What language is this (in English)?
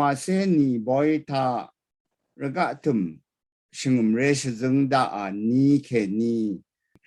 Rawang